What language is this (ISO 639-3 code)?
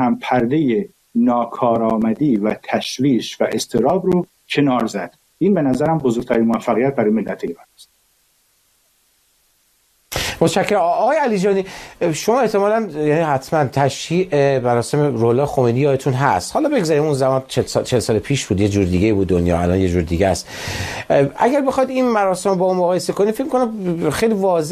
fas